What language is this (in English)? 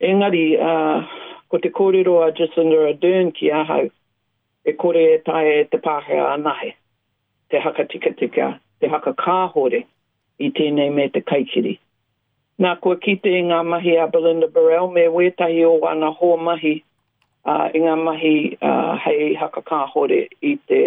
Māori